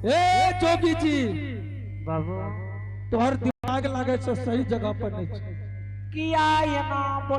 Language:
Angika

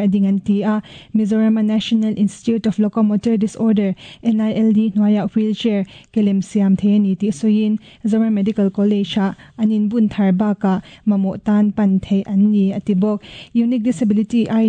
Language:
Mizo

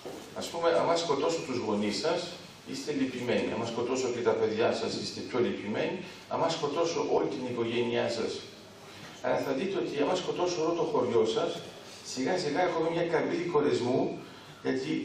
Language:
Greek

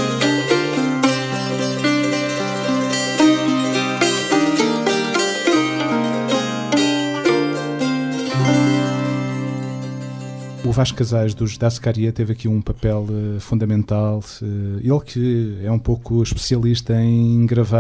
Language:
Portuguese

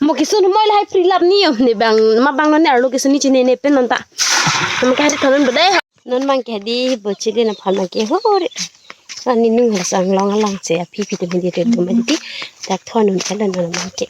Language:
Karbi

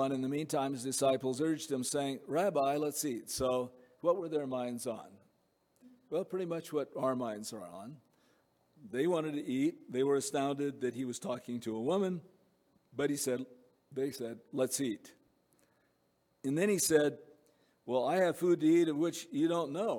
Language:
English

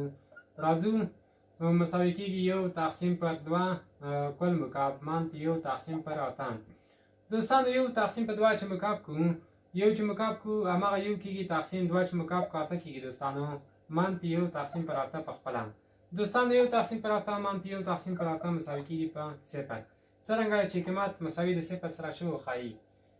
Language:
Pashto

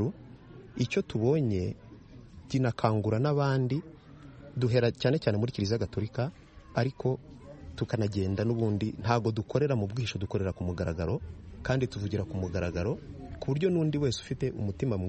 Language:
Kinyarwanda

